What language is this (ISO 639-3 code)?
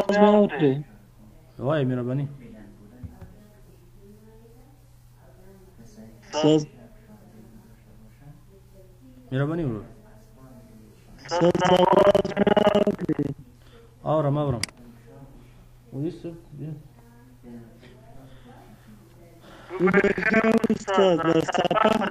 fas